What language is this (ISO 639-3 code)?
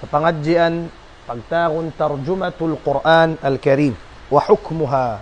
tsg